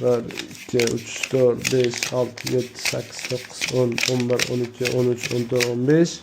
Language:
Uzbek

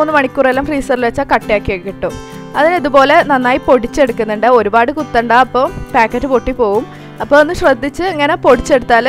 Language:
Malayalam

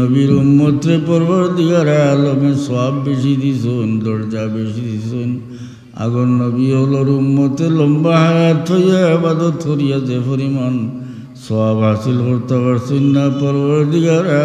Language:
Sylheti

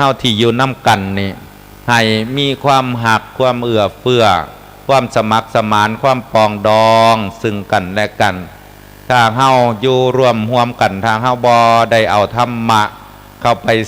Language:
Lao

